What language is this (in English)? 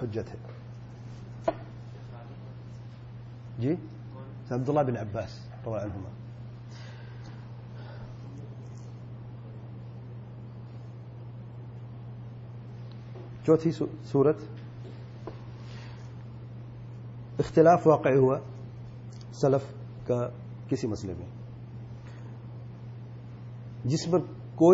Urdu